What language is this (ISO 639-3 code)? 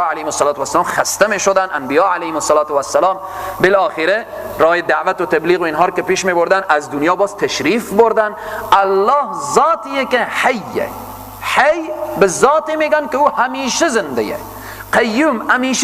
fas